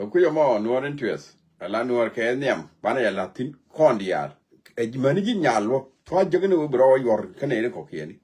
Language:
Nuer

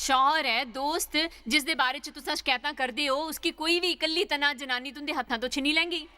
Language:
Dogri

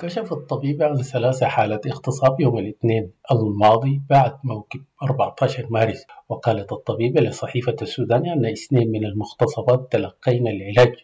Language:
Sudanese Arabic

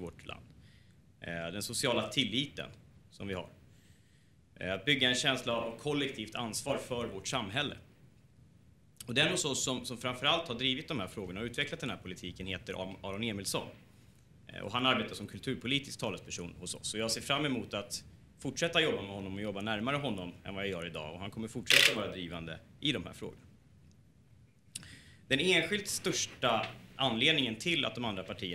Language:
Swedish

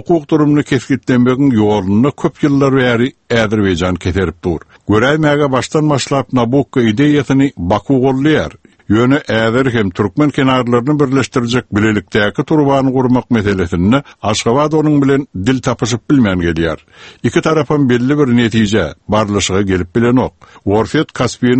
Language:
Turkmen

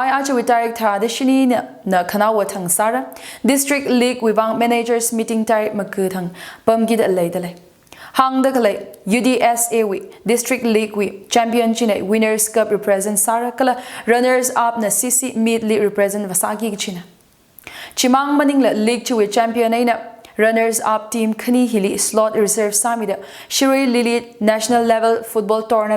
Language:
Tangkhul Naga (India)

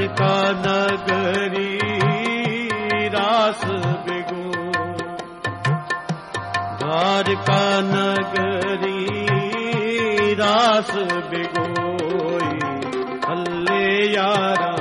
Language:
Punjabi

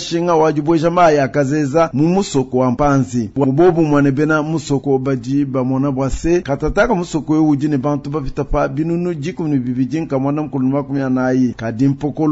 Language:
Luba-Lulua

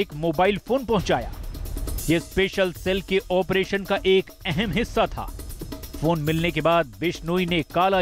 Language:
Hindi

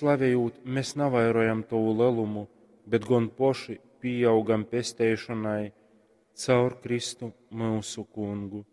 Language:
Latgalian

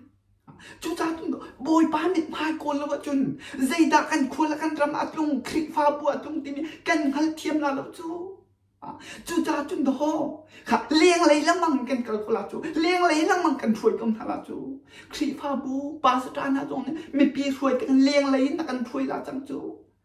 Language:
Hakha Chin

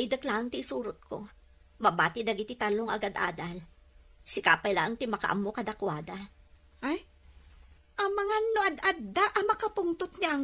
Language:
Iloko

